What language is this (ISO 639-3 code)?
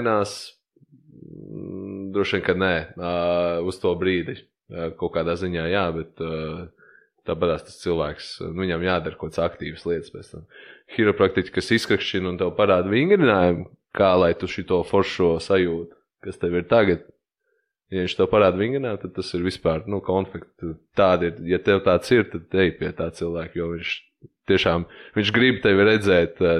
lav